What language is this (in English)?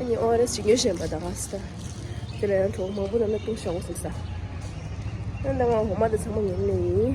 Tibetan